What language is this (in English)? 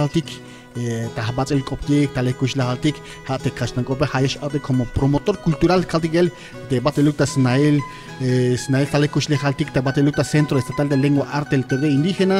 Tzeltal